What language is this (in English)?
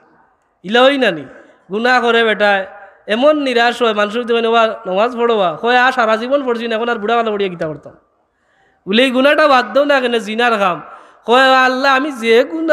Sylheti